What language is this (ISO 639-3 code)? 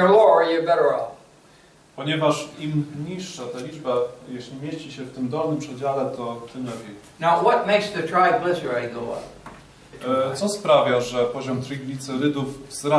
pol